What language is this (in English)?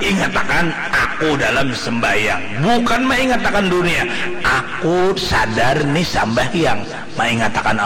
Banjar